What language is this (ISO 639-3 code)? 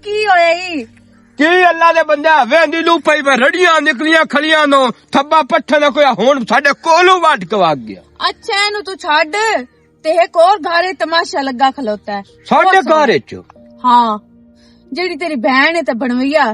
lah